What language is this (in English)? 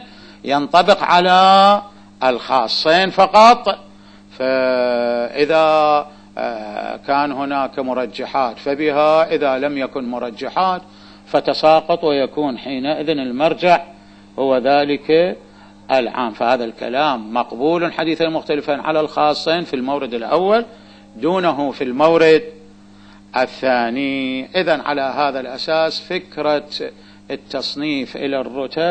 Arabic